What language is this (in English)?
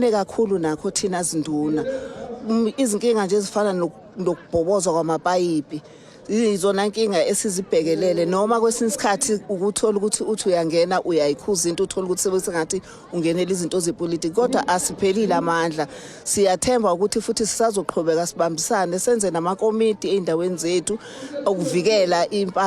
Zulu